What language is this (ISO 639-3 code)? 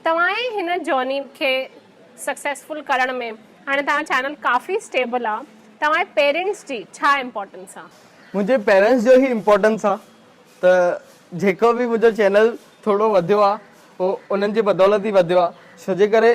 snd